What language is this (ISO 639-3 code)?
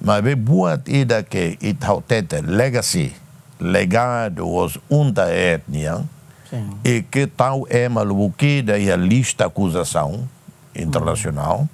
tet